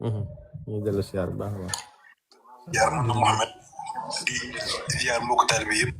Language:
Wolof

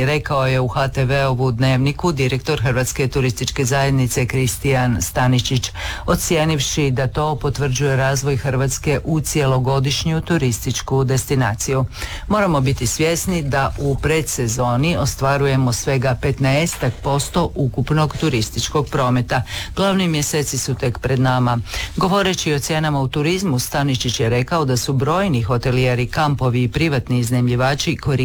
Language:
Croatian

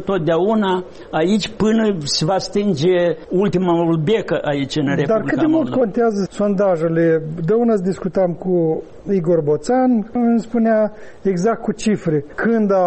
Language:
Romanian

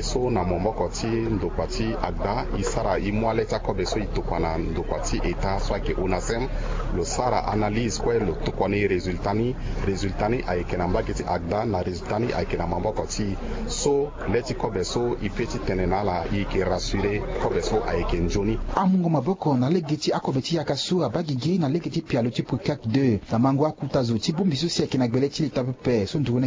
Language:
Sango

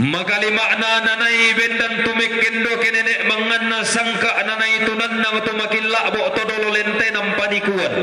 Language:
Toraja-Sa'dan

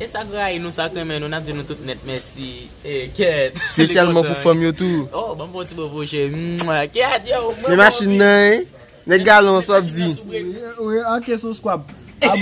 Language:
Haitian Creole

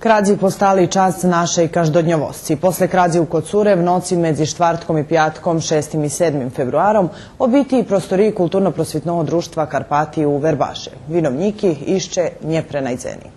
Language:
Rusyn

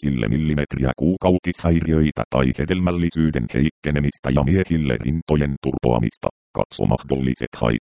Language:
Finnish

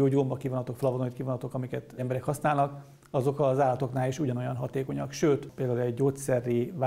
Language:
Hungarian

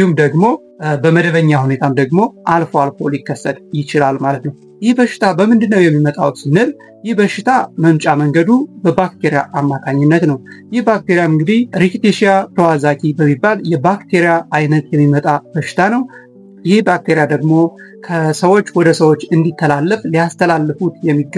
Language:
Amharic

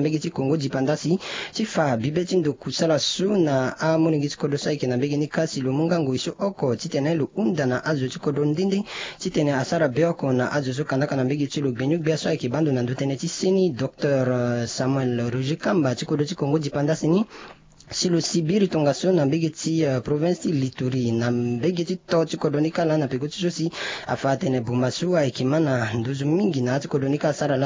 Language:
Sango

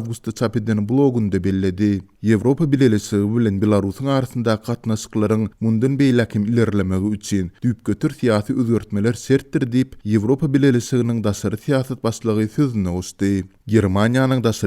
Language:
Turkmen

